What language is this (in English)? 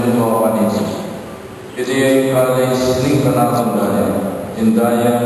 Pampanga